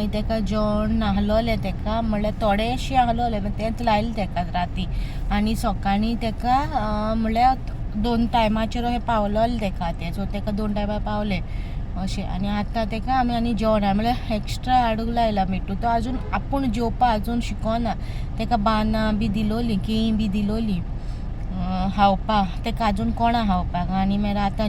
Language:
Konkani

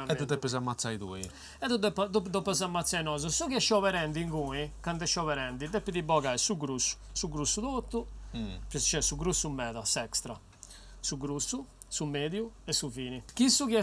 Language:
Sardinian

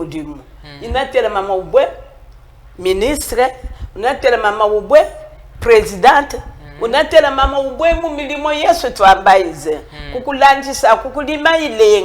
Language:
Chokwe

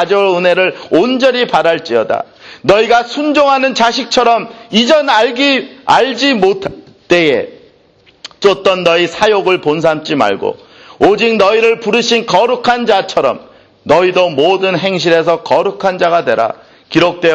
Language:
Korean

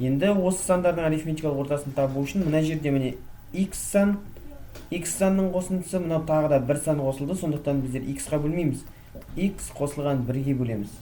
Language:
Kazakh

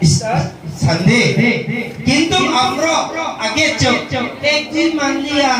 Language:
Kok Borok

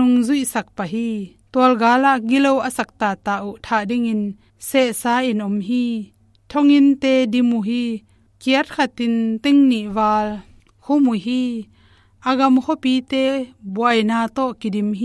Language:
Tedim Chin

